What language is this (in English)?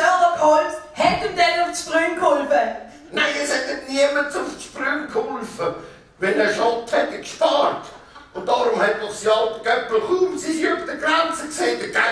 Swiss German